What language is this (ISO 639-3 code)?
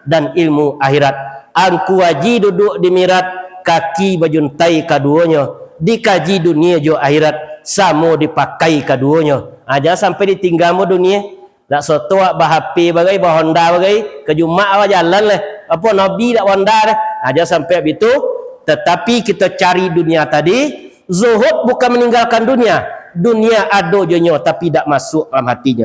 min